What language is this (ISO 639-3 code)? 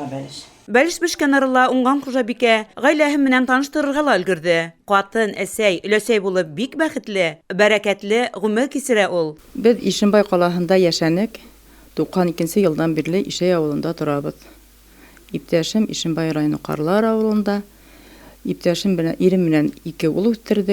bak